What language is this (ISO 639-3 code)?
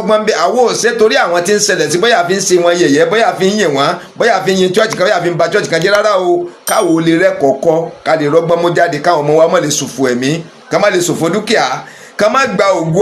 yor